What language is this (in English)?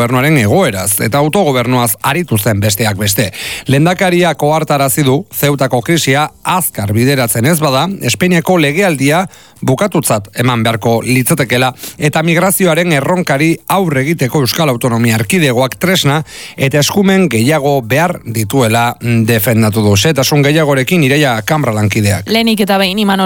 Basque